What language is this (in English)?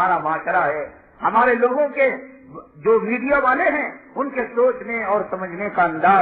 Urdu